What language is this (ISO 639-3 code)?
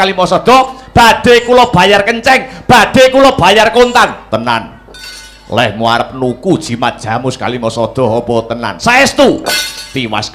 jav